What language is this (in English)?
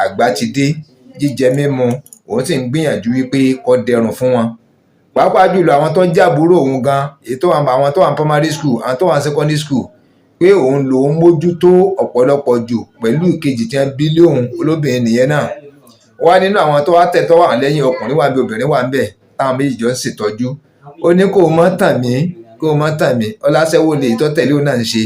Yoruba